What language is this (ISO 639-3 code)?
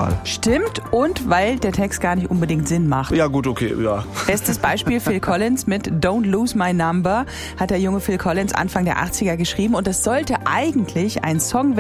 deu